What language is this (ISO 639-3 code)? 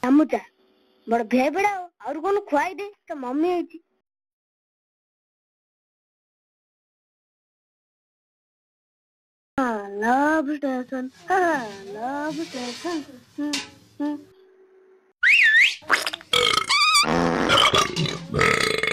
ori